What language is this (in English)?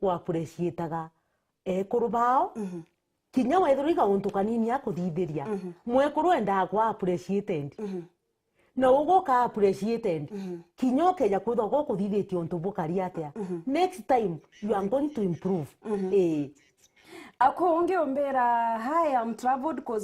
Meru